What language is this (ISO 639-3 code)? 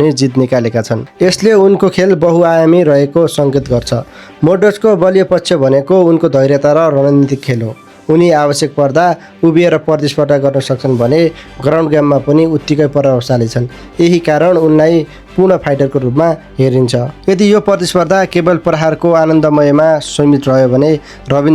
nep